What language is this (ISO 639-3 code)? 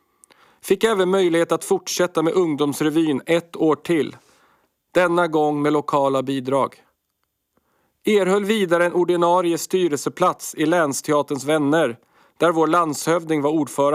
swe